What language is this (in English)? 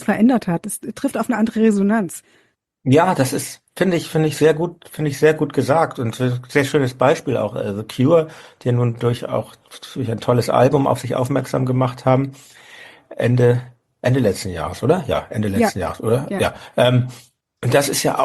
German